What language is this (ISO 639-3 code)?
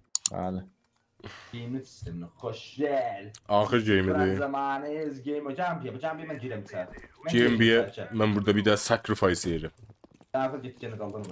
azb